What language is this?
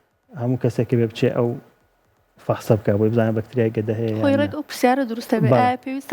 Central Kurdish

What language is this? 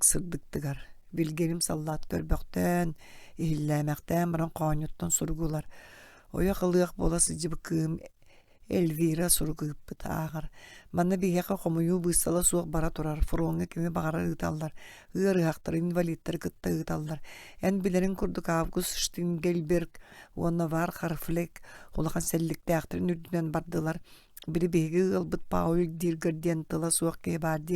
Yakut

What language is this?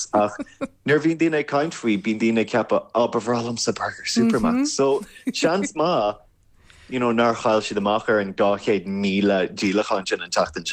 Irish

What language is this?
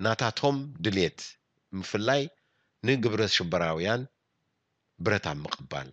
Tigrinya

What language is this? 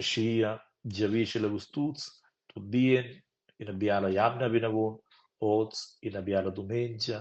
Romansh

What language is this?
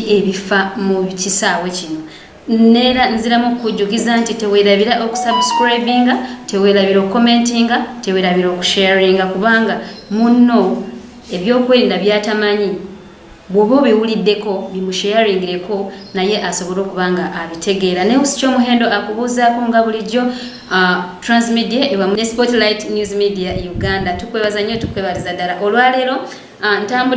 Ganda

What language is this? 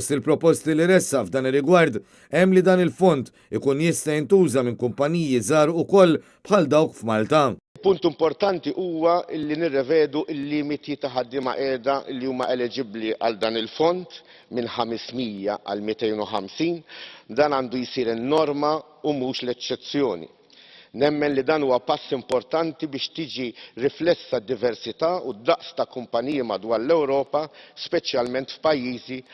Maltese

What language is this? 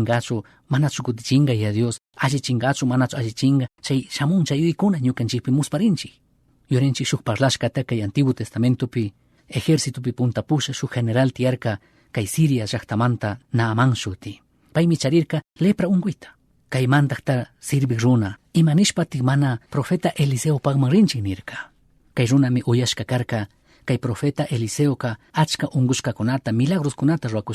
Chimborazo Highland Quichua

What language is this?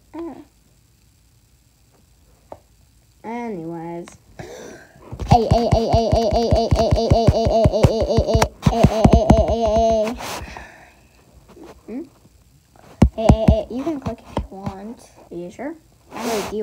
English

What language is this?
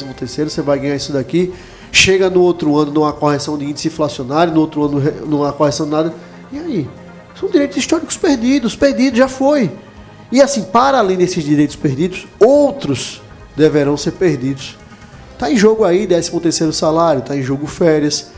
Portuguese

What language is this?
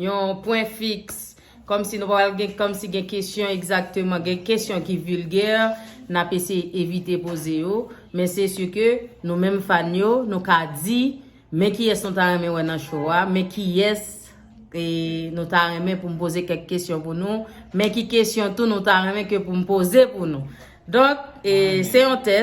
Haitian Creole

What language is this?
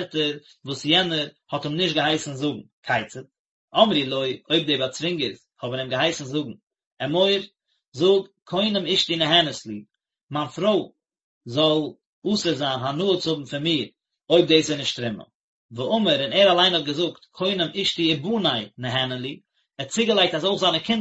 Yiddish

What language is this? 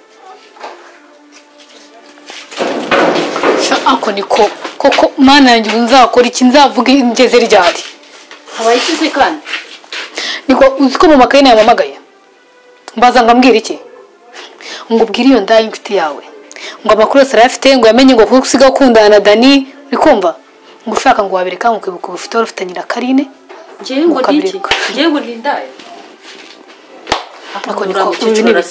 Kinyarwanda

